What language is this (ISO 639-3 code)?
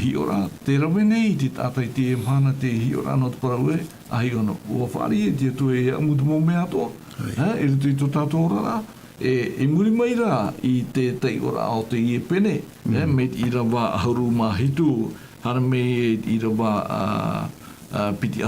tah